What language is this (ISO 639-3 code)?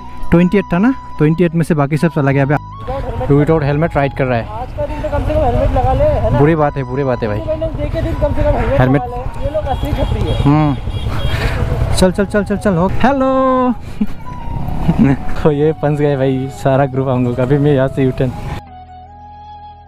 hin